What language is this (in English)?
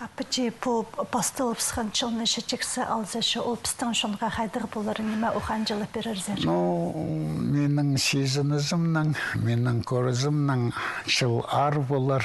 Khakas